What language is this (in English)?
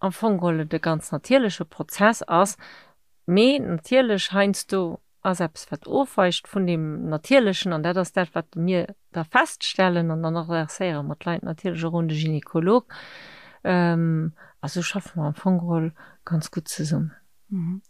Luxembourgish